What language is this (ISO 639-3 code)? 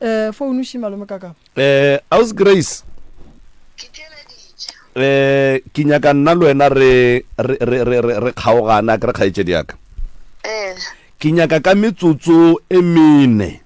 nso